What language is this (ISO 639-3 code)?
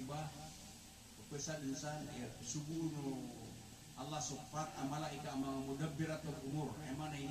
mrw